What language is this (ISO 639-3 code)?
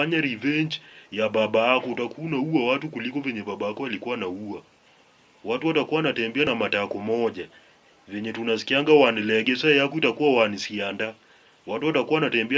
swa